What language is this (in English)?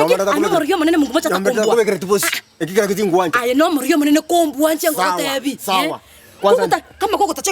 Gusii